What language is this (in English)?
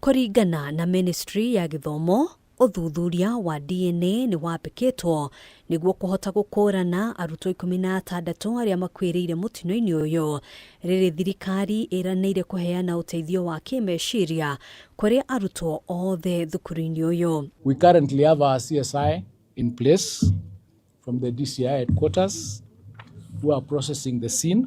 Kikuyu